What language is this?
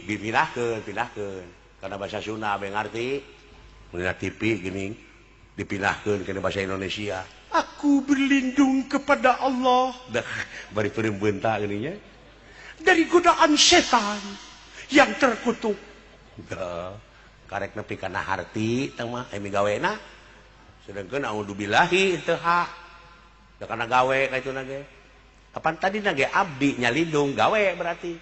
Sundanese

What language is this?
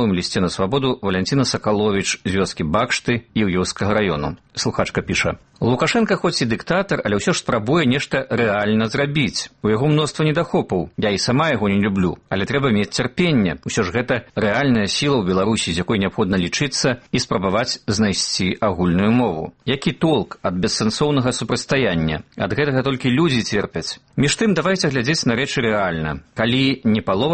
Belarusian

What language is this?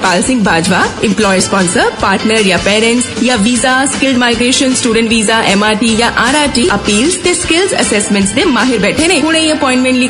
Punjabi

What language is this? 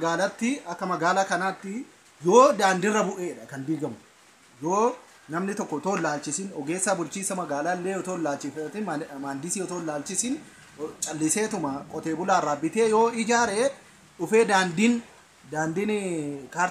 Oromo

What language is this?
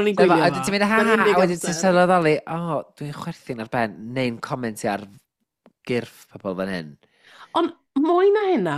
Welsh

